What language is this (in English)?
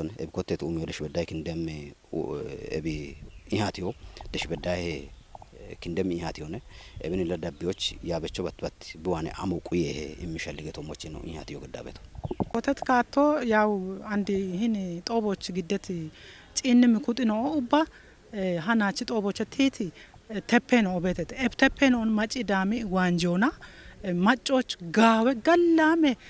Kafa